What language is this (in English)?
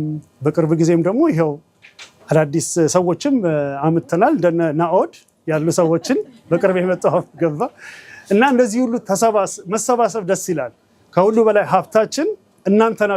Amharic